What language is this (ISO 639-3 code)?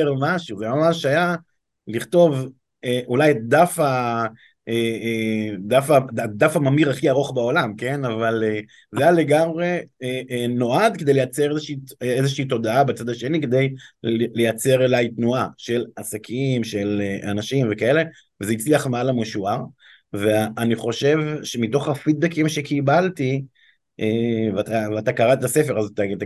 heb